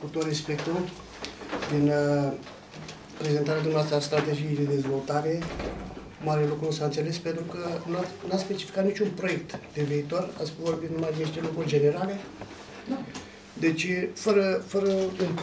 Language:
Romanian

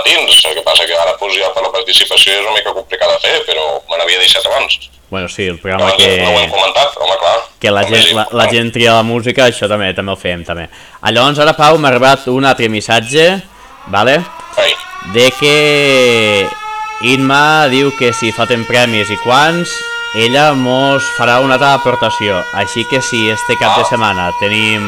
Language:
Catalan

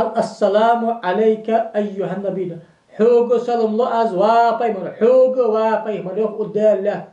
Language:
Ingush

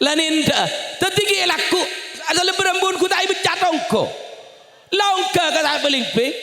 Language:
Madurese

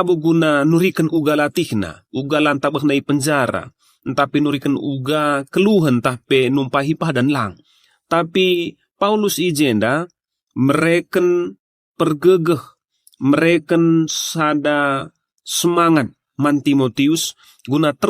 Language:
Batak Karo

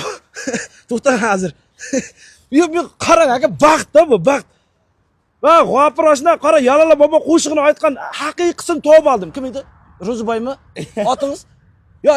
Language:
Uzbek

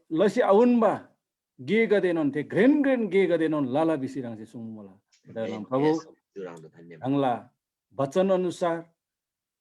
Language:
Eastern Tamang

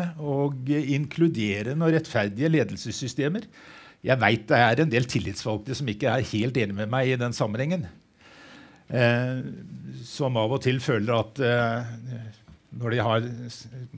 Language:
Norwegian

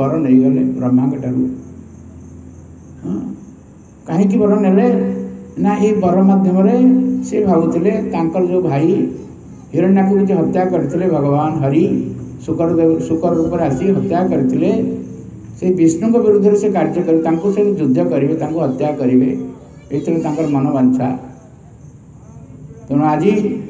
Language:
Odia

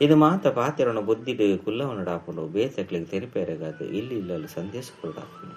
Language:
Tulu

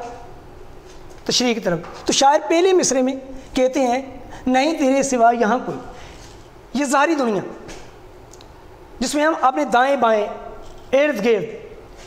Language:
Urdu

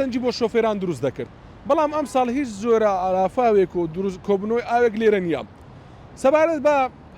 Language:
Central Kurdish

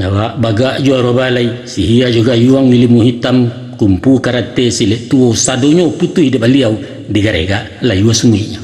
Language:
Minangkabau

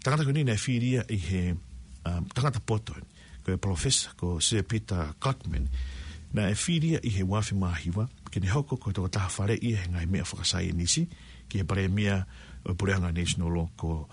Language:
Tongan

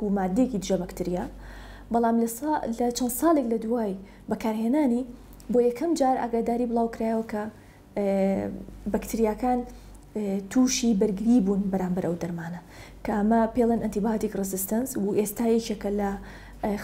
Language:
Central Kurdish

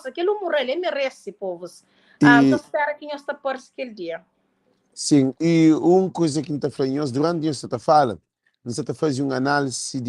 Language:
Kabuverdianu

